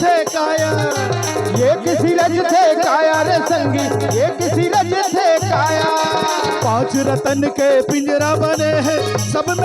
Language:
Chhattisgarhi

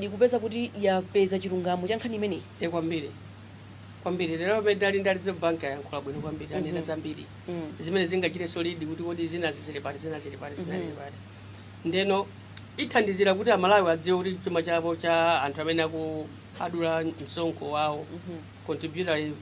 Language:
Nyanja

